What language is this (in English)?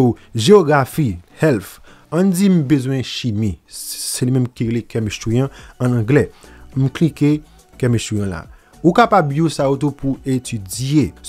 Haitian Creole